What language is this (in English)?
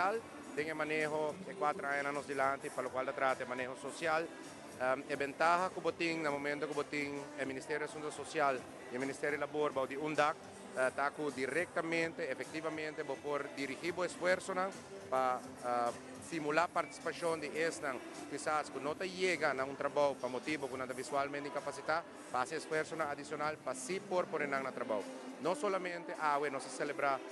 Papiamento